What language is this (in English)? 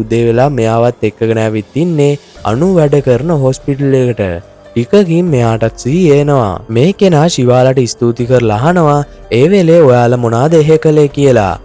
Sinhala